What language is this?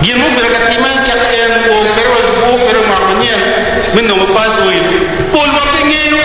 Acoli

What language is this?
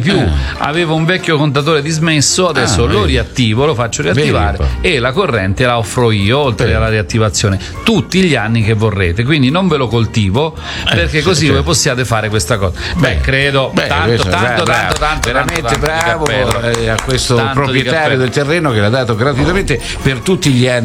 Italian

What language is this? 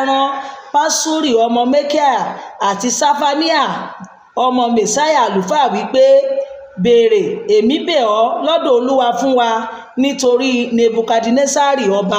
Yoruba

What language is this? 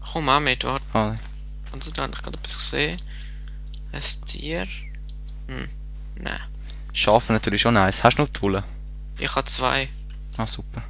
Swiss German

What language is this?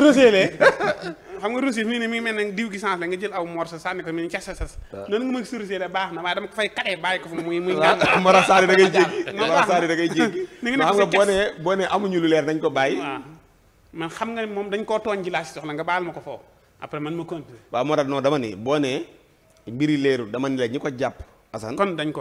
Wolof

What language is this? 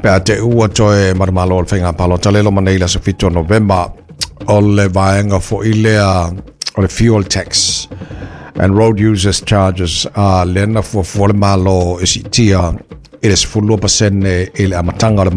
Samoan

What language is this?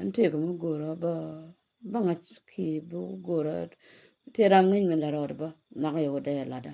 Nuer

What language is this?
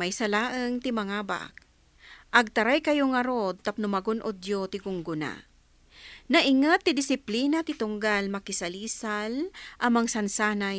Iloko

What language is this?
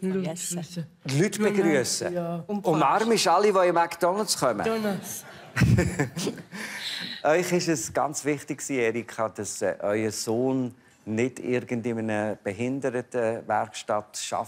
Swiss German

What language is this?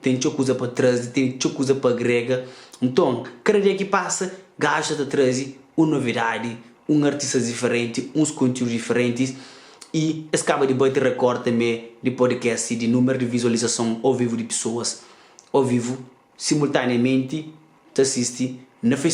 Kabuverdianu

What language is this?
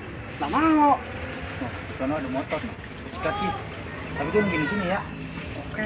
Betawi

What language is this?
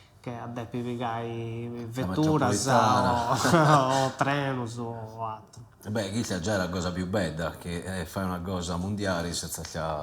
Sardinian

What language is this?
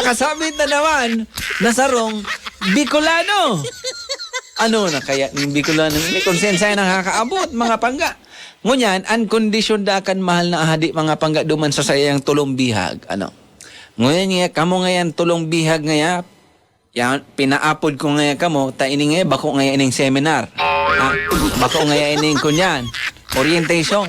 Bikol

